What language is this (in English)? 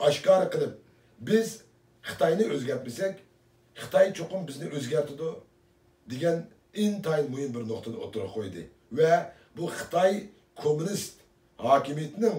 Uyghur